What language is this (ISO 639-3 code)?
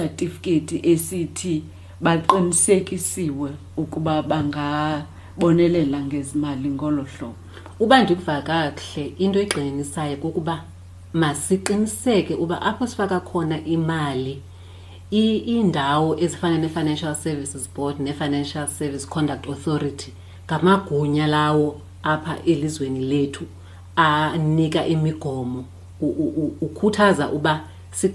xho